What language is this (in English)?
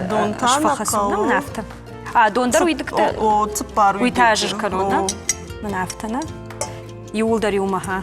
Ossetic